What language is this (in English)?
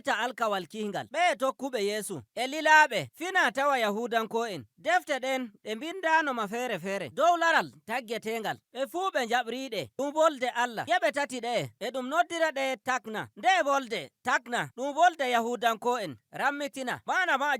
Nigerian Fulfulde